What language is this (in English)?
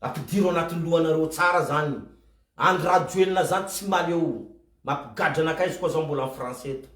Malagasy